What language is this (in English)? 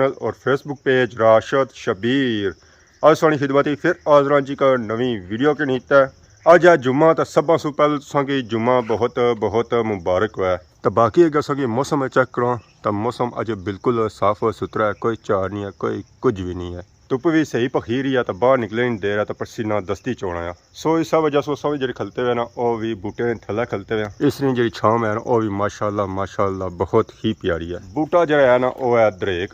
Pahari-Potwari